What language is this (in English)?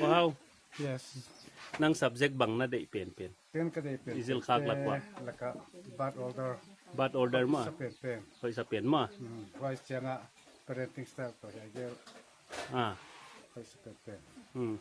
Paite Chin